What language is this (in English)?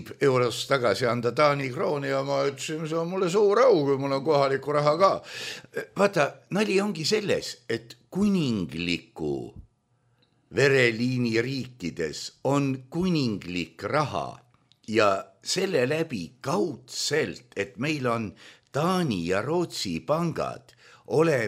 Estonian